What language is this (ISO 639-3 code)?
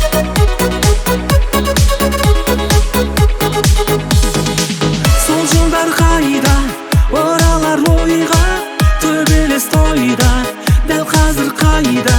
kaz